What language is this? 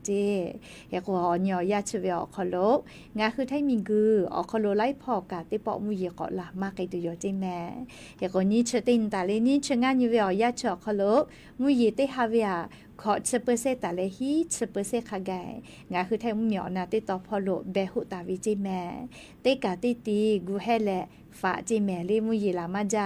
Lahu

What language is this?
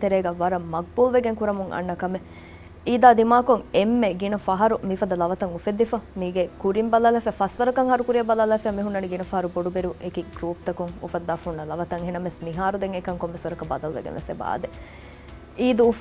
Divehi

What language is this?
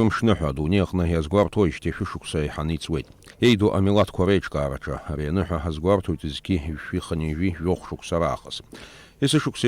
Abkhazian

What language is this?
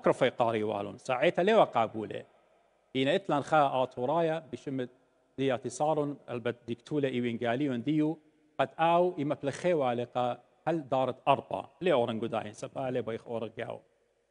Assyrian Neo-Aramaic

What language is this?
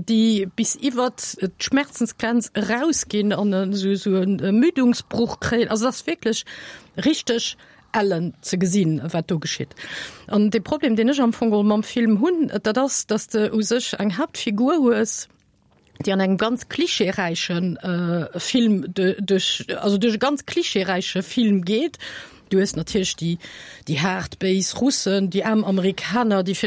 Luxembourgish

